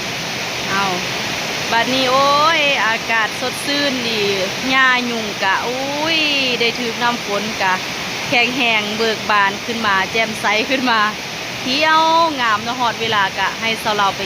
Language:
Lao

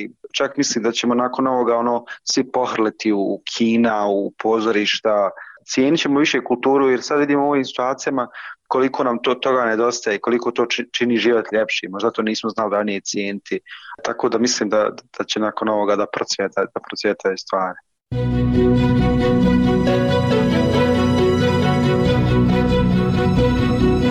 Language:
Bosnian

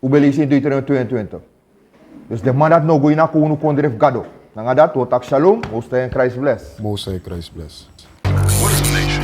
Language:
Sranan Tongo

